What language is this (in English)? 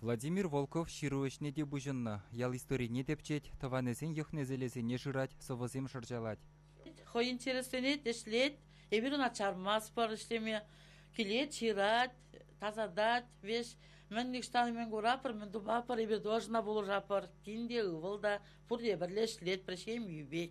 Chuvash